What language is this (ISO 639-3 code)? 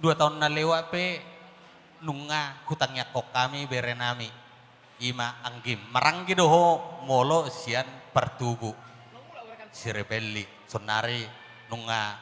bbc